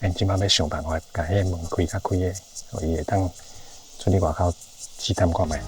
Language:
Min Nan Chinese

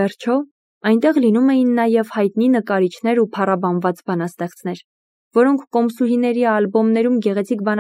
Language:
Armenian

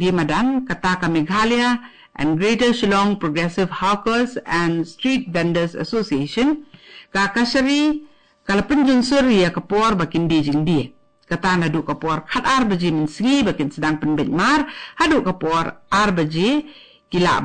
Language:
Khasi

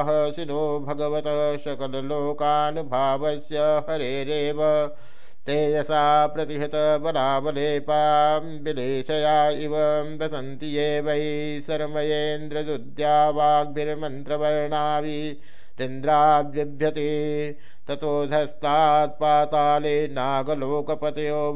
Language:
Sanskrit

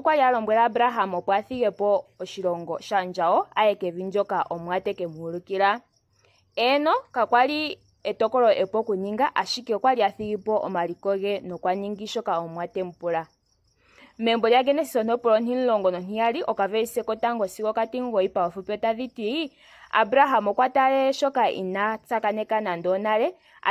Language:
Ndonga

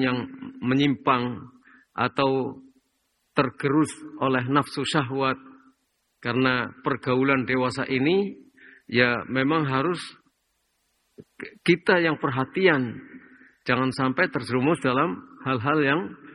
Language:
Indonesian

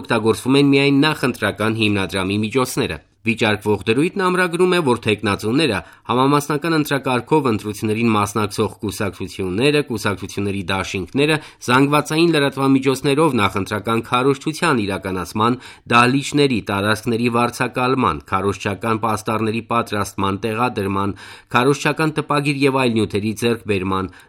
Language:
Armenian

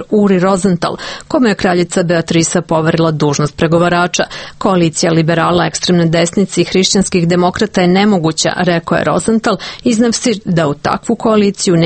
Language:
Serbian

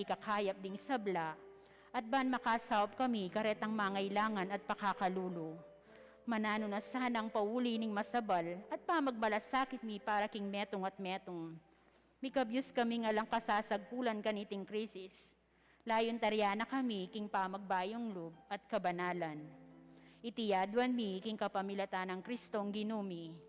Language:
Pampanga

